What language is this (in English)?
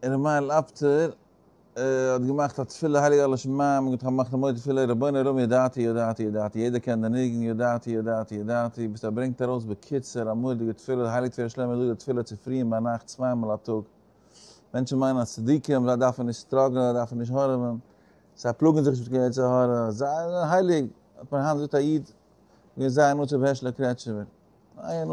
Yiddish